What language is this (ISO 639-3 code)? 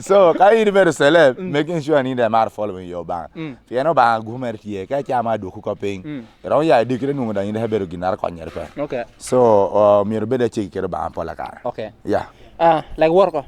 laj